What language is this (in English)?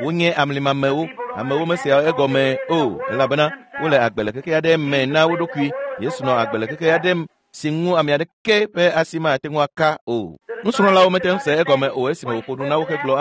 Ewe